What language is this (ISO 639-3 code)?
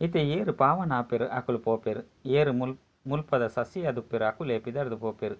tcy